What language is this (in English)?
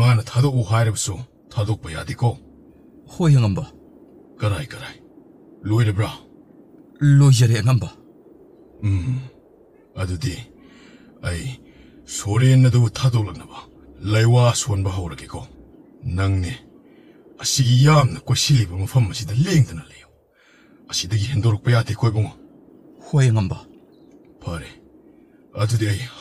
Manipuri